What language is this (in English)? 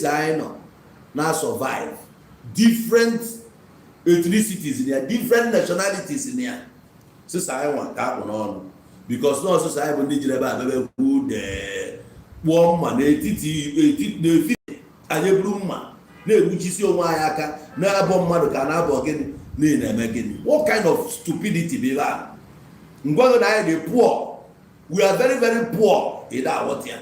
Igbo